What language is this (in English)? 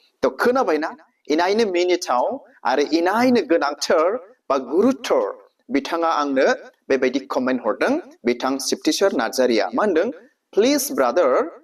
Bodo